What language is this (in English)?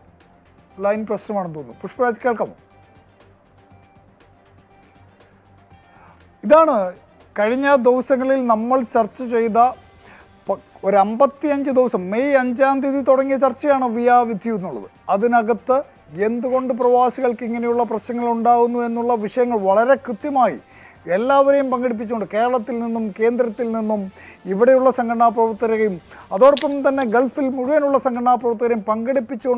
Malayalam